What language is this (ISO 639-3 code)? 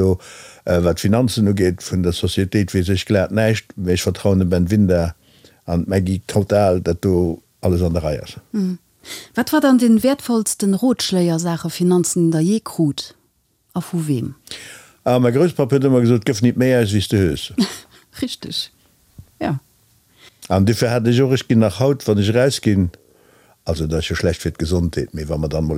ltz